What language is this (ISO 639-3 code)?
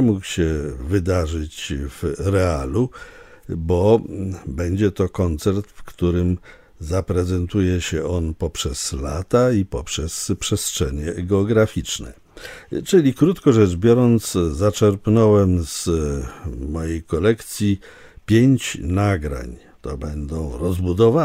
pol